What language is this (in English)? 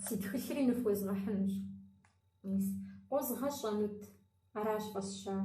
Kabardian